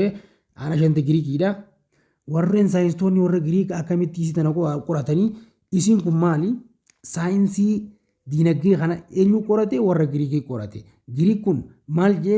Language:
Oromo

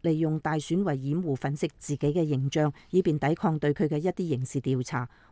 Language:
Cantonese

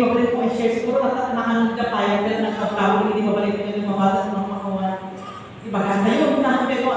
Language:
Iloko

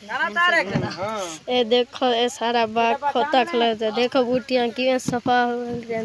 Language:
Saraiki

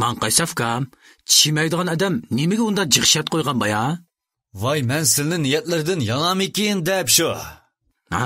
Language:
Uyghur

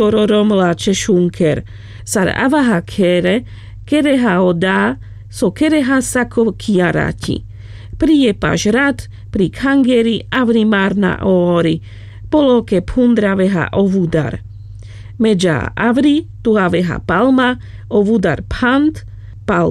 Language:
Carpathian Romani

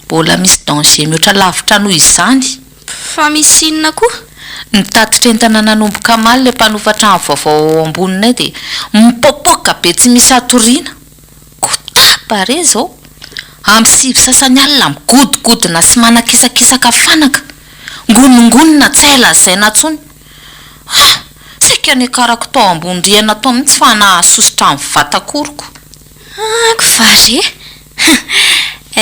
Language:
Malagasy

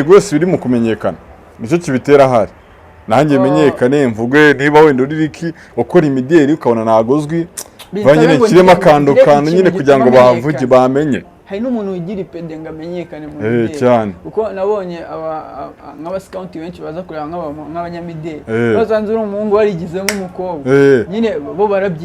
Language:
Kinyarwanda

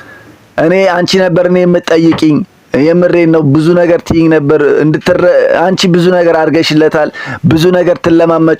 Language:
Amharic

